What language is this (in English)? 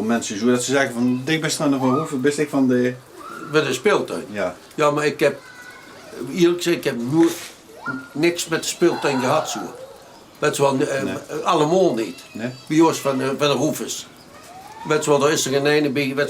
Limburgish